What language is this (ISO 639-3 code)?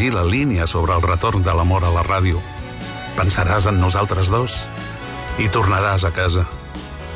cat